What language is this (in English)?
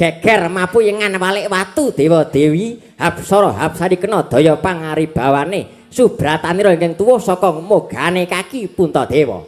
Javanese